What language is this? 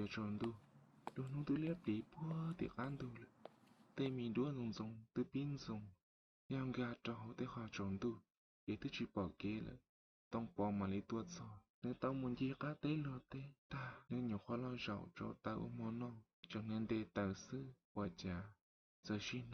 Hmong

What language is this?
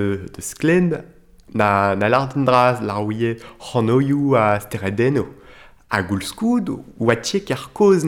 Breton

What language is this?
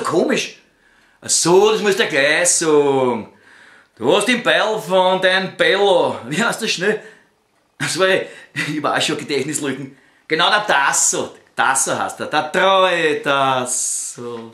Bavarian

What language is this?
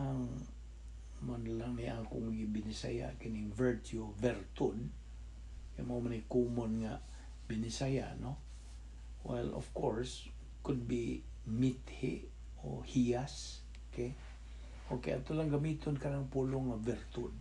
Cebuano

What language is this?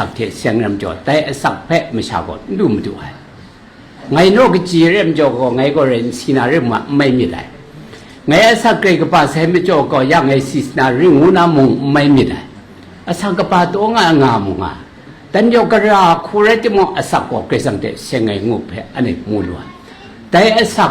Kachin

